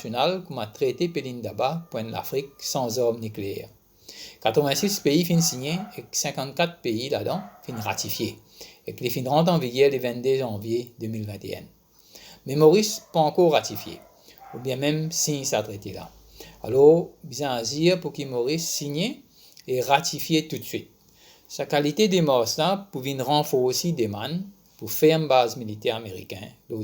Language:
Morisyen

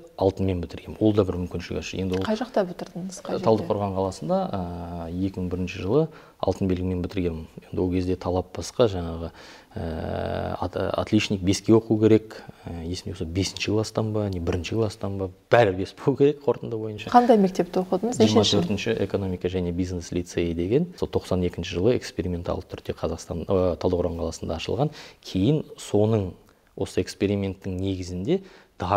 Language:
Kazakh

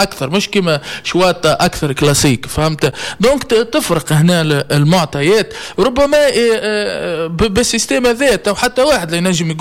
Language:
Tunisian Arabic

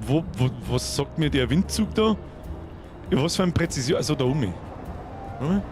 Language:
Bavarian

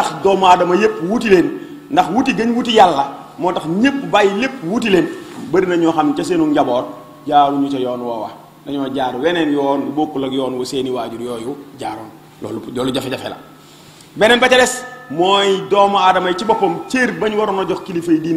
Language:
Wolof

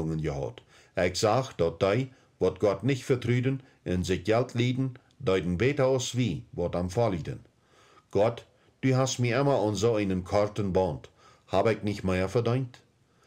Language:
Plautdietsch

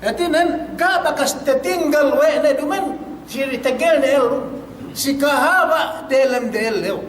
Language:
Yakan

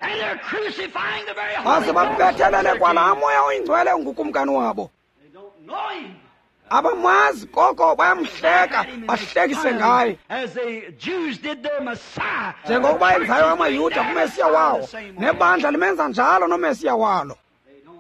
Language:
Xhosa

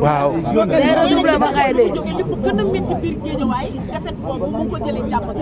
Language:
Wolof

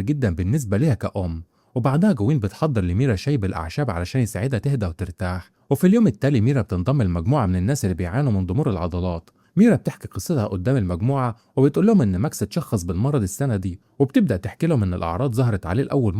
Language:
Egyptian Arabic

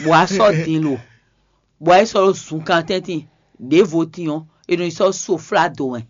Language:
Fon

